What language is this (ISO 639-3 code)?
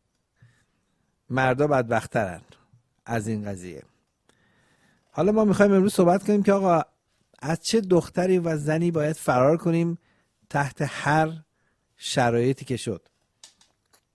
fas